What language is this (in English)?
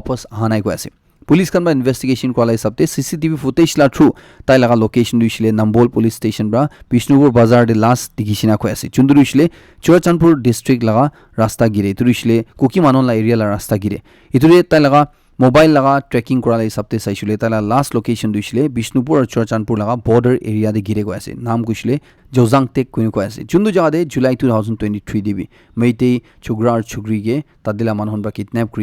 Naga Pidgin